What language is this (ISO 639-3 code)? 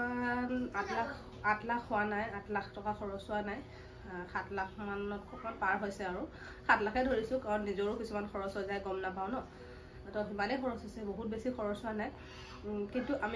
asm